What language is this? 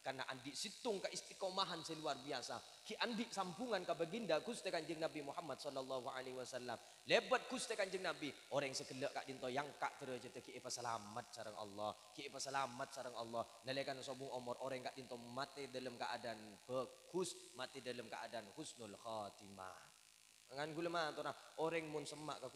Madurese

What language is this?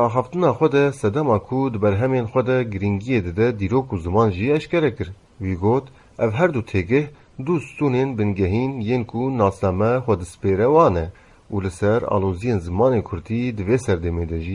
Kurdish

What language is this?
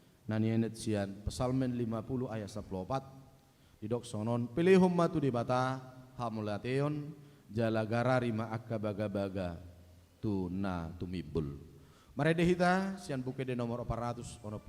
Batak Toba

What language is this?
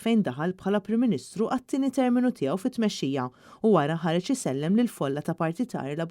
Maltese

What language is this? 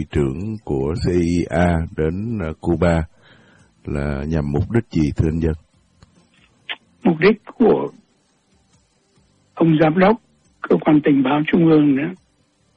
Vietnamese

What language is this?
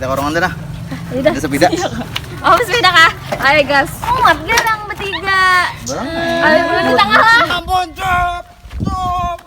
Banjar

